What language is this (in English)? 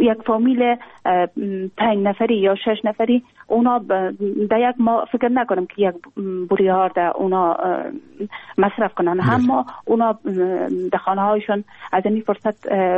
Persian